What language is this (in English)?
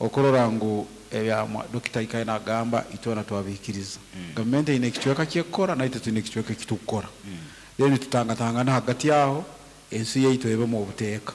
Nyankole